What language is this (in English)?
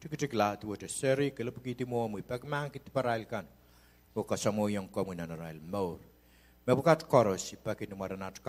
Pohnpeian